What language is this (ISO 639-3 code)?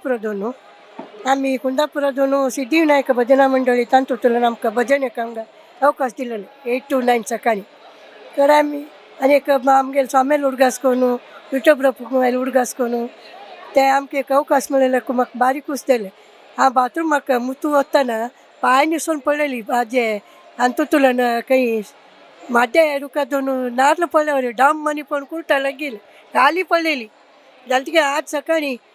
kok